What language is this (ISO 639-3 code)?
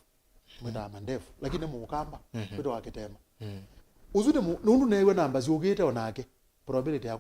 kam